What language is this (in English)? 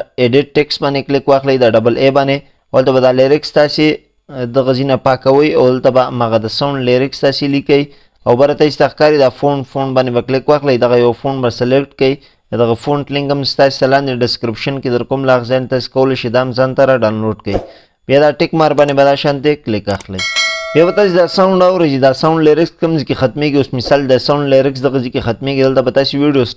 Pashto